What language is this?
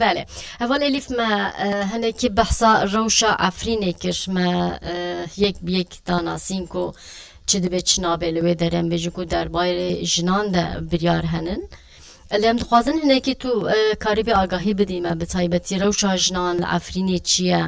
Kurdish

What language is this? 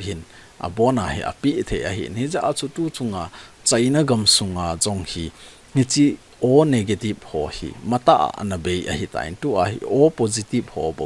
Thado Chin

